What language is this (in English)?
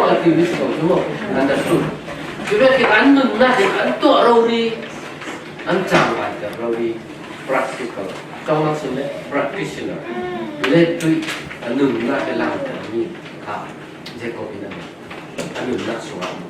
Falam Chin